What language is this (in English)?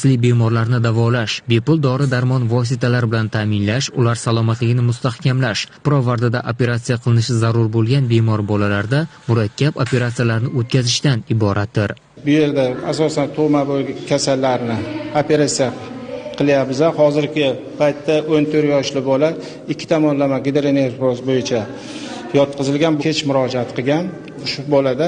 Uzbek